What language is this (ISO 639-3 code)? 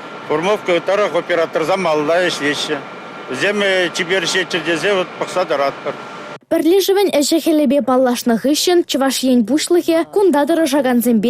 chv